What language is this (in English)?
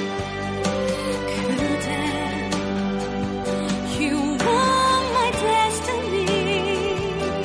Korean